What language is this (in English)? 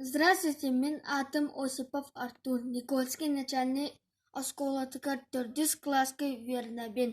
Yakut